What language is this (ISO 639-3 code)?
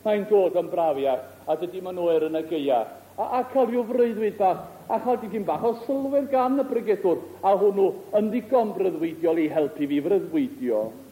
cym